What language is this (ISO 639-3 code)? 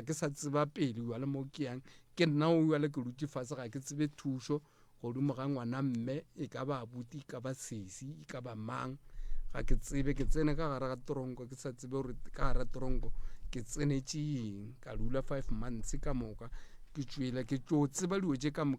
nso